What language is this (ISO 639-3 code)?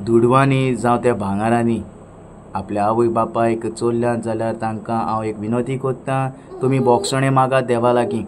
kok